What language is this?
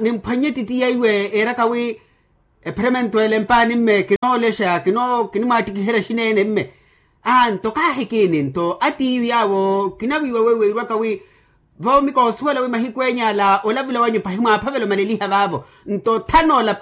Makhuwa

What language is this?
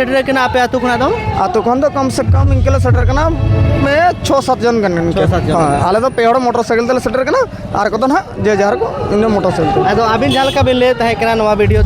Santali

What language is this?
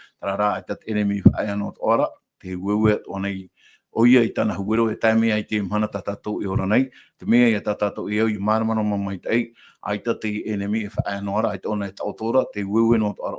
Tahitian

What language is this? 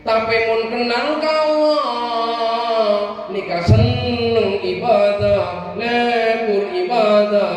Madurese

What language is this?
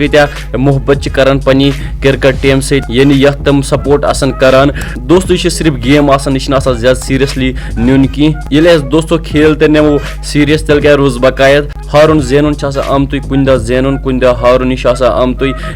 Kashmiri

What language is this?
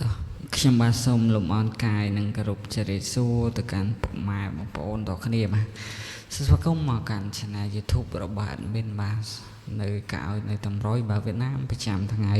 Khmer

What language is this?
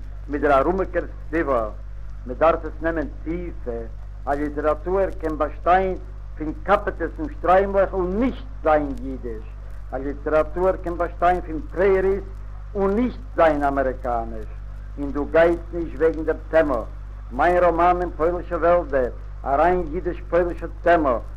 Yiddish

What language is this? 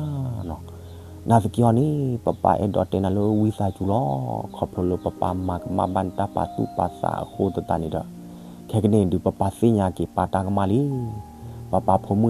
S'gaw Karen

